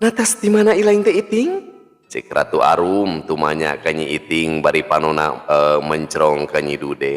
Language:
Sundanese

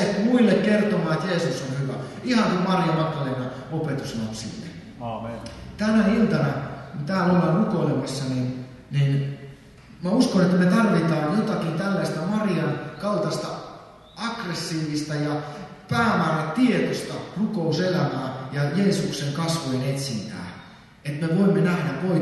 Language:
Finnish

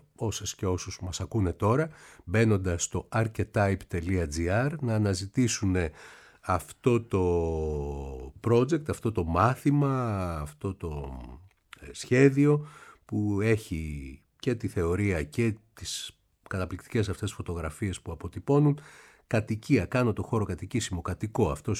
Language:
Greek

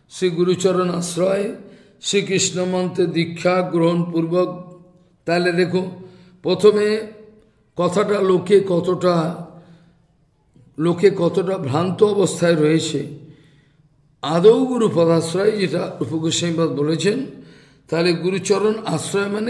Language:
Bangla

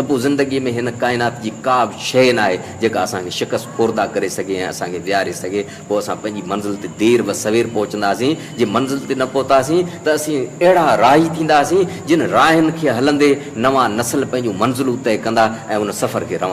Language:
Sindhi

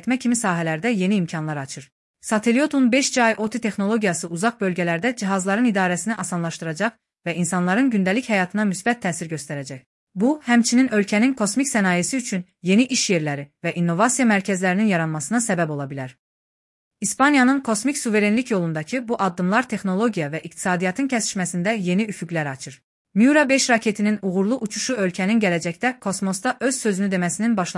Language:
Azerbaijani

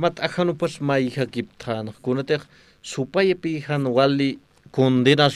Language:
Aymara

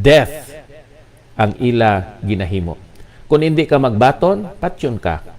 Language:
Hiligaynon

